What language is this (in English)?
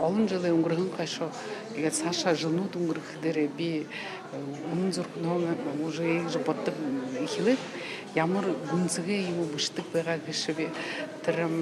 Buriat